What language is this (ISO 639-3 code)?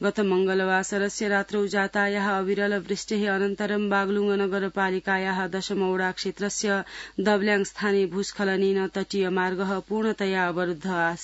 san